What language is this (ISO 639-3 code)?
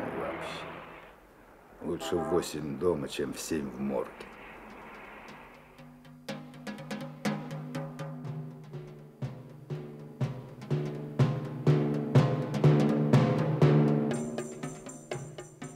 rus